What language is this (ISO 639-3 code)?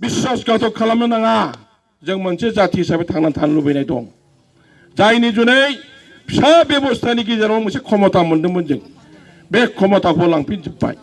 brx